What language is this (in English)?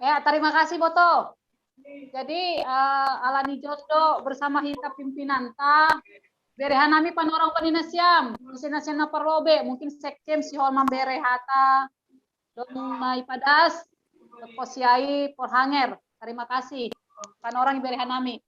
Batak Simalungun